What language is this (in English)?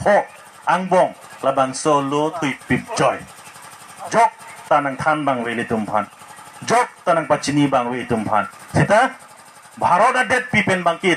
Karbi